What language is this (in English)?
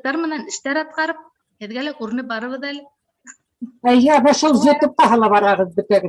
Bashkir